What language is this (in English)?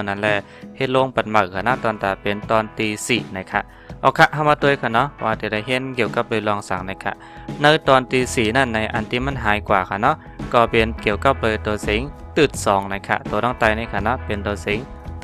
Shan